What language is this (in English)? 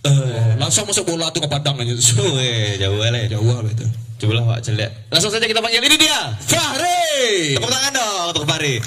Minangkabau